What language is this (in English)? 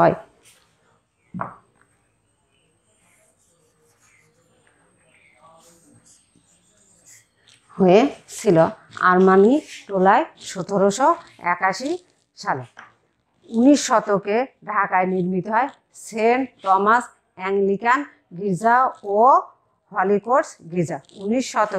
Bangla